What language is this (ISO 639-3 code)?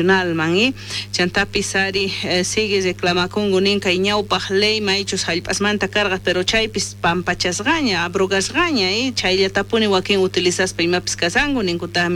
quh